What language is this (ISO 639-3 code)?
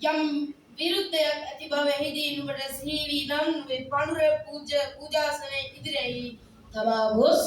sin